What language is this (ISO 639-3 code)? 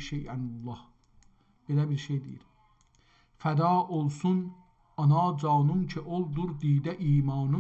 azb